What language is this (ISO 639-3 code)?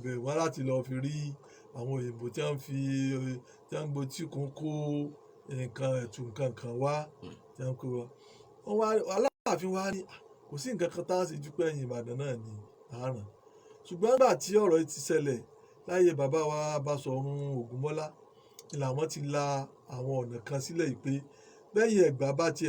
yor